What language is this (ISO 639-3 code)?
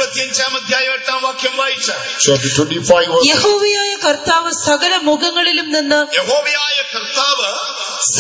mal